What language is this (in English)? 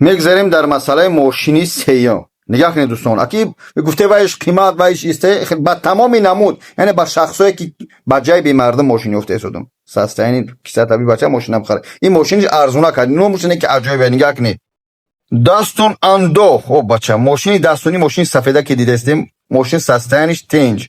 Tajik